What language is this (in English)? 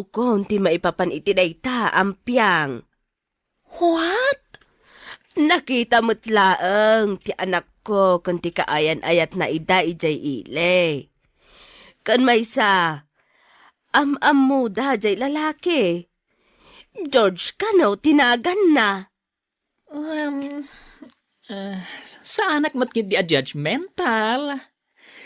Iloko